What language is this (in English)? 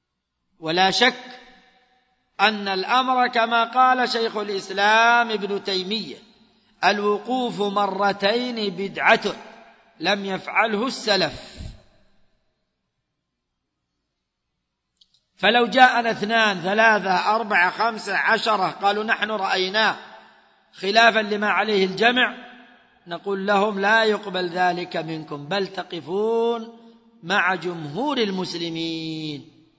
Arabic